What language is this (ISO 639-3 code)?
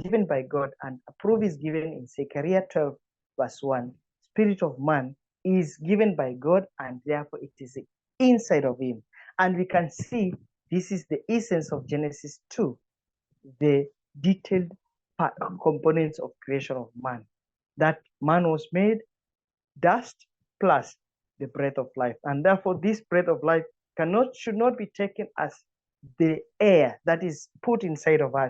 eng